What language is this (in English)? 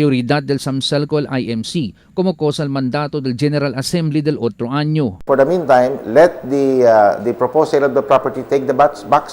Chavacano